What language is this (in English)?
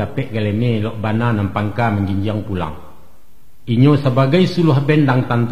Minangkabau